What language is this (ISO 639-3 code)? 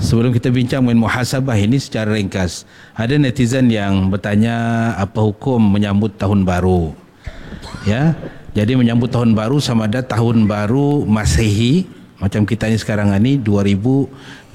msa